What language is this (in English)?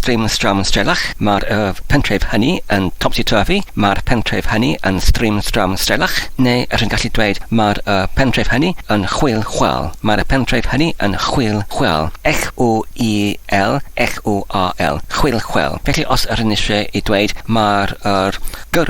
Welsh